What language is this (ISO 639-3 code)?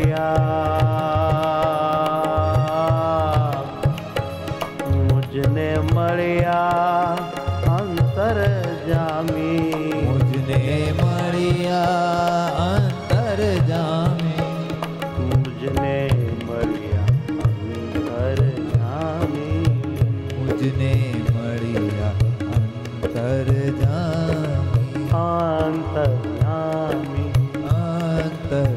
guj